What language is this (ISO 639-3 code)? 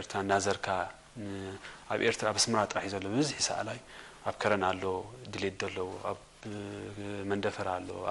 tir